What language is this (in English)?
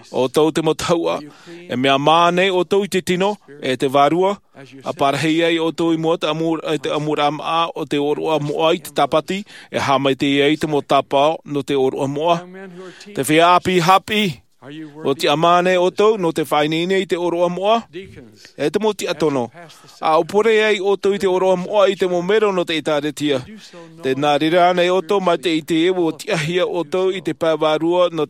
Tahitian